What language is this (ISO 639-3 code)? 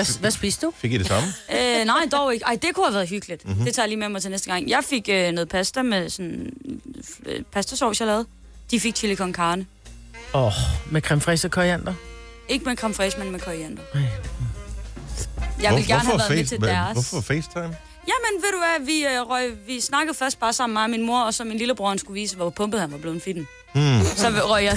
dan